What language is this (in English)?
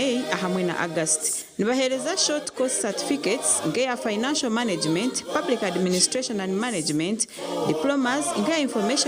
Nyankole